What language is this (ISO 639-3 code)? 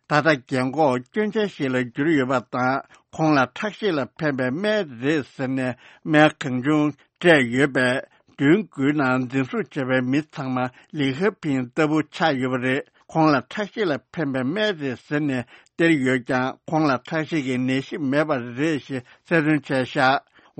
bod